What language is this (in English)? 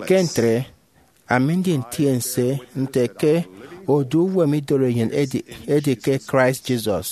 Efik